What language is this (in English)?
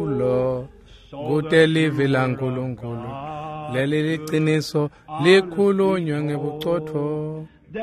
Swati